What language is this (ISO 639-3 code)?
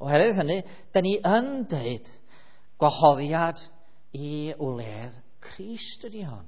cym